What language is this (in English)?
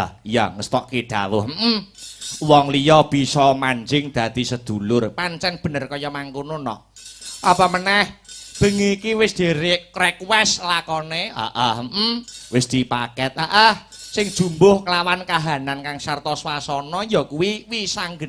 Javanese